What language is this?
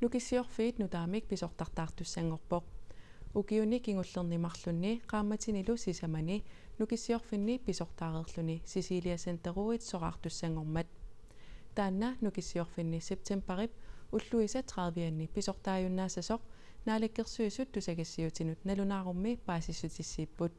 Kalaallisut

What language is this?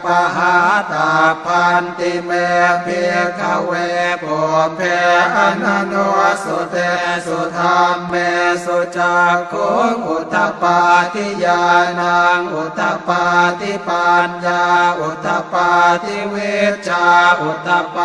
Pali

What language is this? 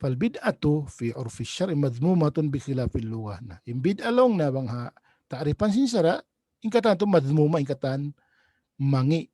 Tausug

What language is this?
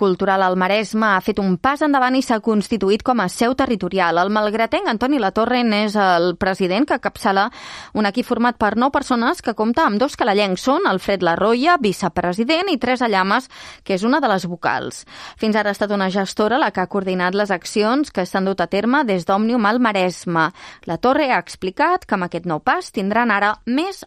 Catalan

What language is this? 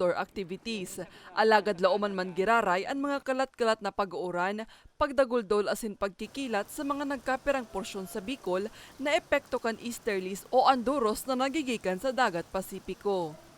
Bikol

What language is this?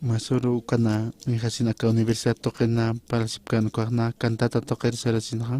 Aymara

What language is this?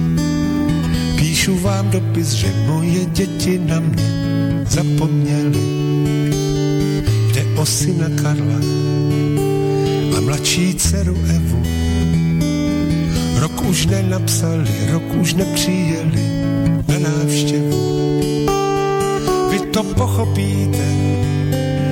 Czech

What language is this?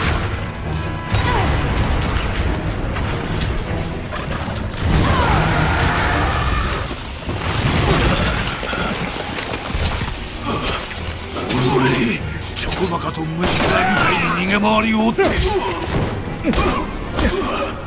Japanese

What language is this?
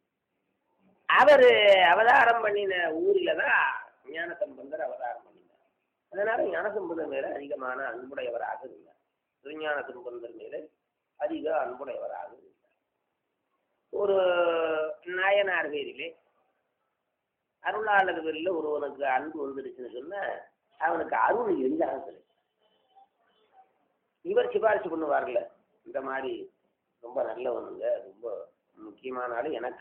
Tamil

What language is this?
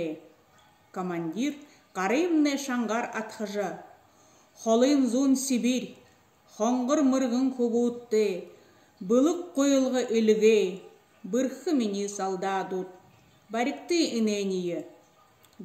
Buriat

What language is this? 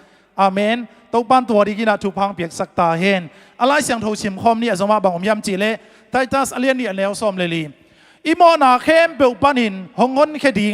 Tedim Chin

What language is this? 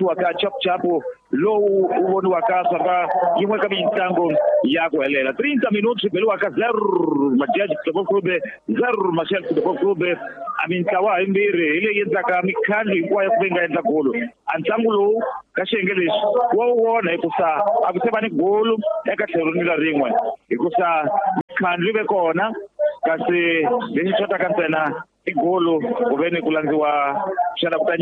Tsonga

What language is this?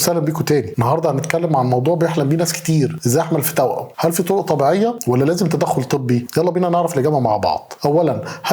Egyptian Arabic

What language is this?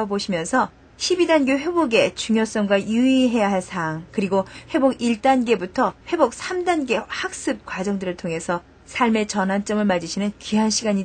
Korean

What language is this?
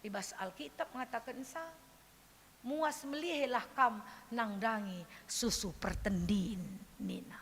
Batak Karo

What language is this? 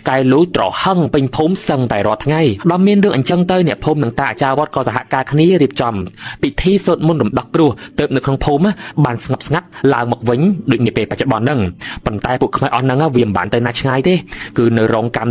Khmer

